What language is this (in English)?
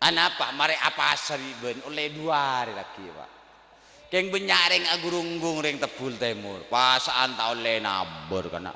Madurese